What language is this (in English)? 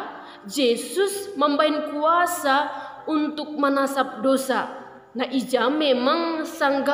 Batak Simalungun